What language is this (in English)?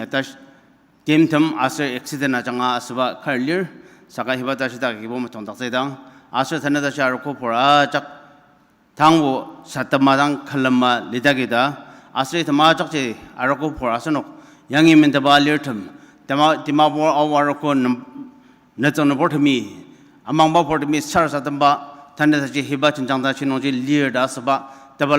Ao Naga